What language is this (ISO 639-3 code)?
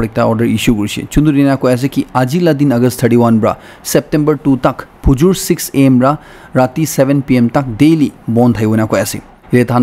nag